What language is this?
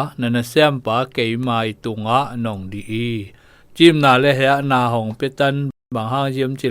Zou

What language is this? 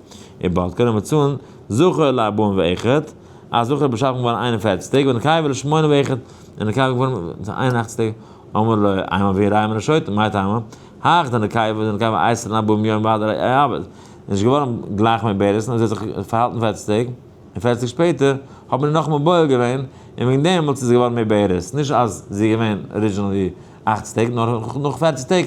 Yiddish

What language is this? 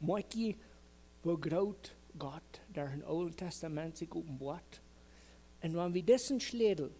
Plautdietsch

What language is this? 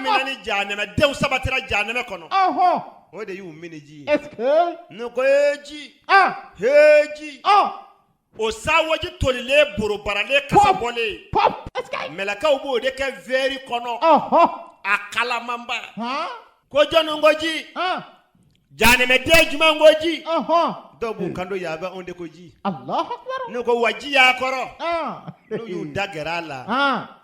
Bambara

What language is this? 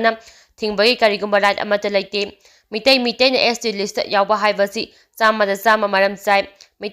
Manipuri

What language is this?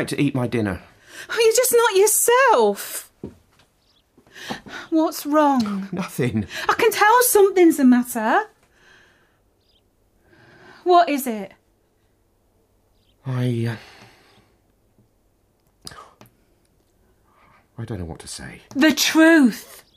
English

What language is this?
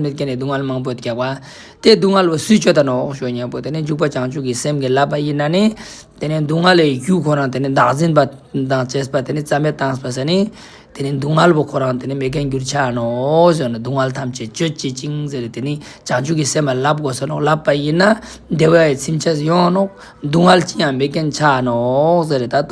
Ladakhi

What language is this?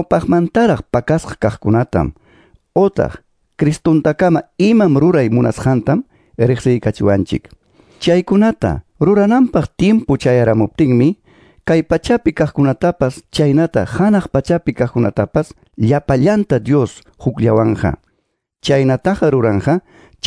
Quechua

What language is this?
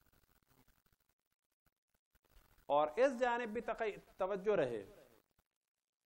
Urdu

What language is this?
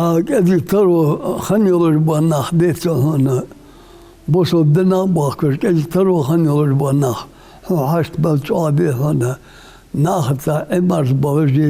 Ingush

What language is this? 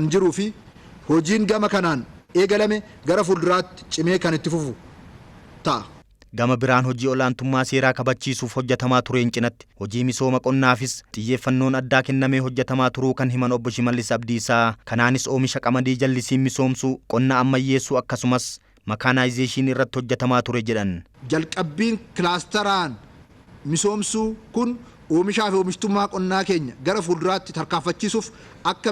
Oromo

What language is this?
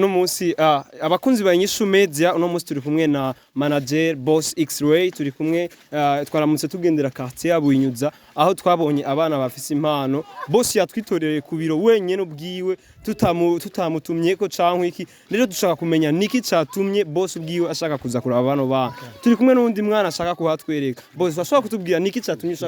Rundi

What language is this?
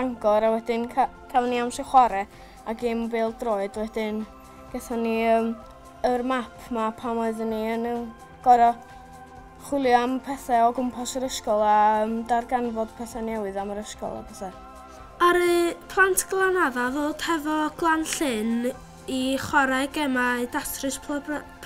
Welsh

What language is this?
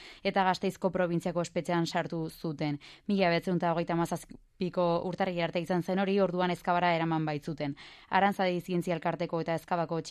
Basque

